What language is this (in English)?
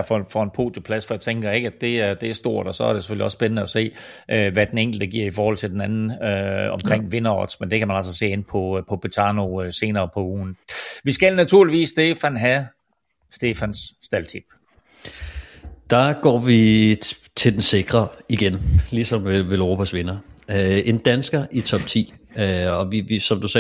Danish